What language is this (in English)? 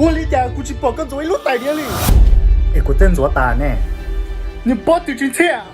Hmong